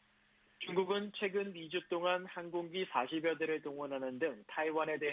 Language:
Korean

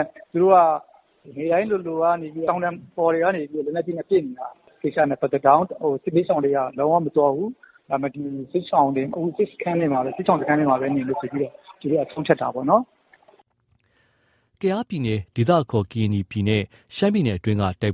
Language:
Burmese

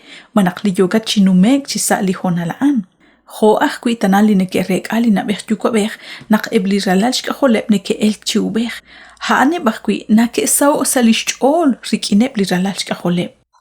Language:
Kekchí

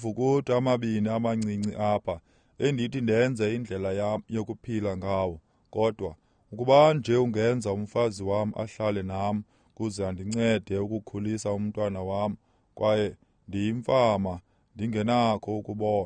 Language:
Xhosa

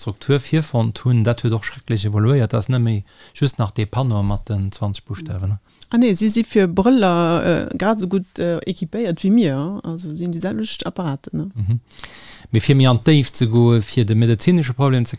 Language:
Luxembourgish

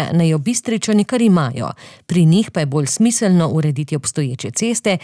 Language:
Slovenian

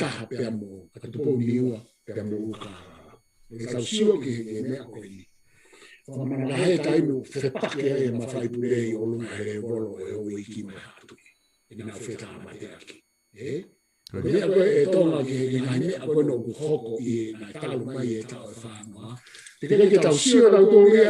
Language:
Tongan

